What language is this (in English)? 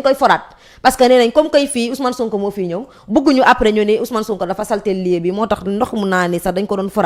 Wolof